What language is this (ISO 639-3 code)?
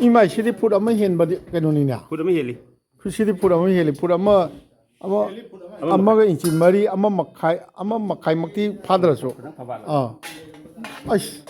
mni